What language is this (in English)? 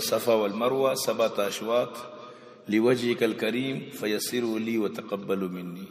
Eastern Balochi